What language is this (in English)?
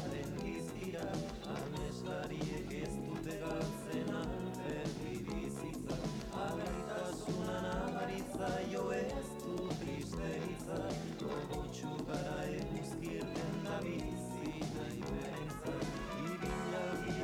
Basque